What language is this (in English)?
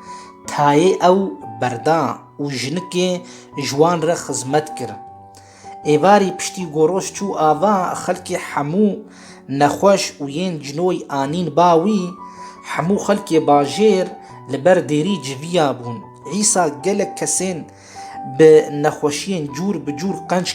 Kurdish